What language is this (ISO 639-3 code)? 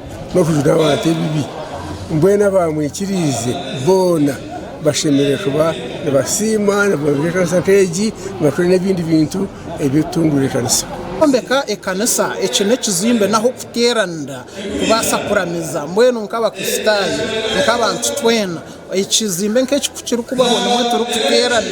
nyn